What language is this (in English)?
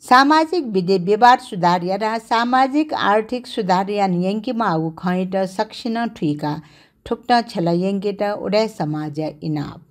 Newari